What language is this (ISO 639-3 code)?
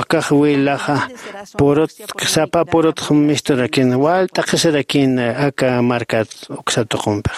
aym